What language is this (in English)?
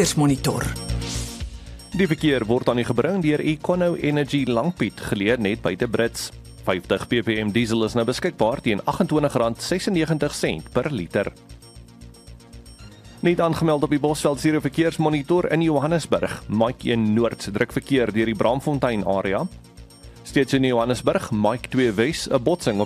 Afrikaans